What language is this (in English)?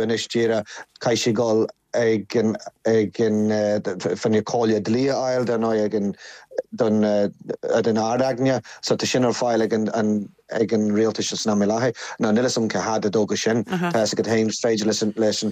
Irish